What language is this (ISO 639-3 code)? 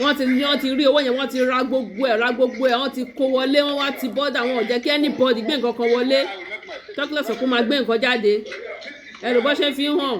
yor